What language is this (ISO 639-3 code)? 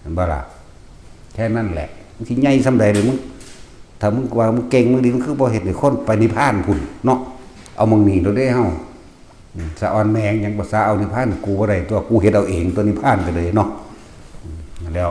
tts